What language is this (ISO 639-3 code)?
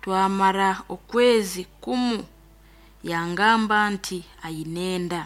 nyn